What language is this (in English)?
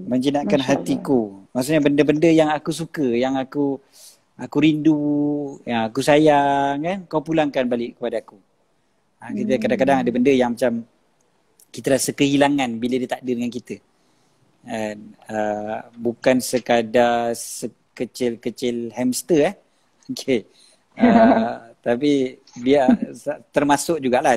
Malay